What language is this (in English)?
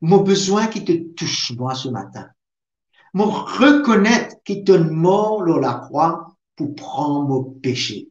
Morisyen